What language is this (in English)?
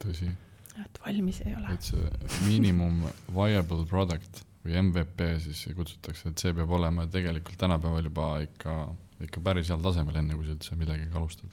Estonian